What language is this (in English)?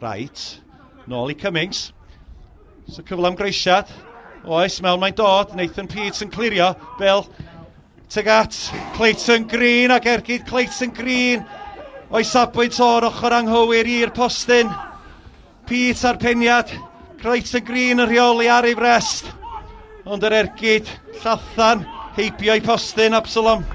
Welsh